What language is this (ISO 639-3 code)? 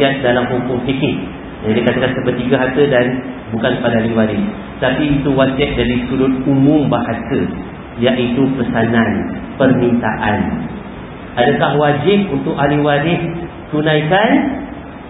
msa